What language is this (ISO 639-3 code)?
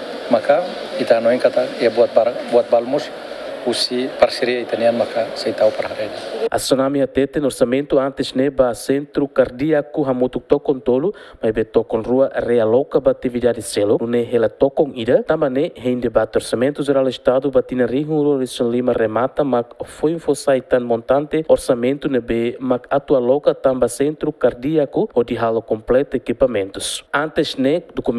tet